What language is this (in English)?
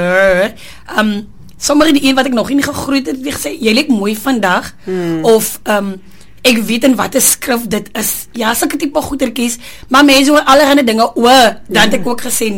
Afrikaans